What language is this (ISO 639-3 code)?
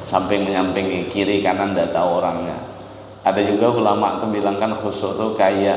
bjn